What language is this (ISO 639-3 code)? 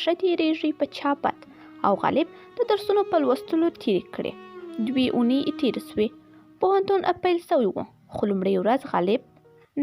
pus